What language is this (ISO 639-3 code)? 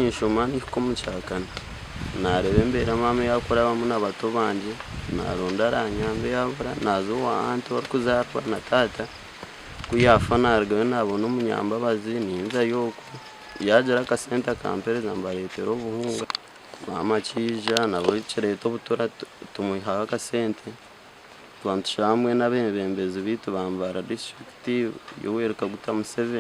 nyn